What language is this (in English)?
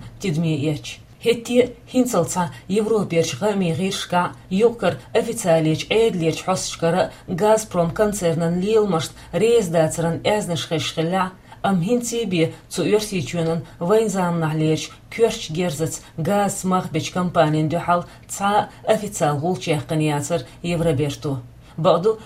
Chechen